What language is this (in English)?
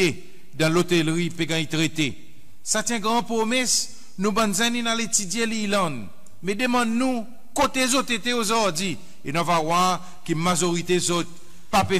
Seselwa Creole French